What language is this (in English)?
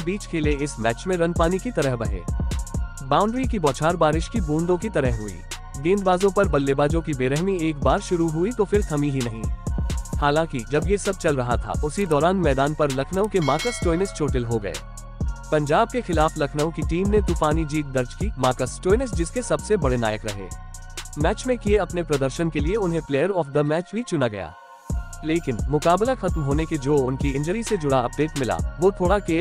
Hindi